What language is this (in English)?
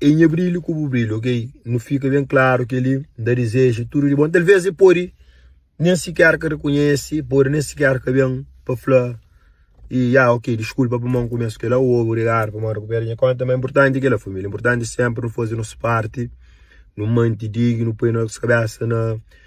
Kabuverdianu